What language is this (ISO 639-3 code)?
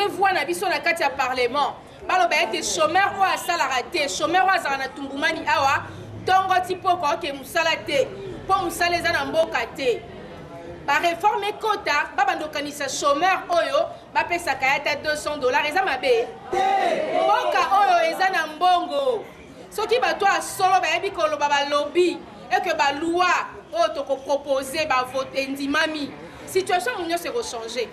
lin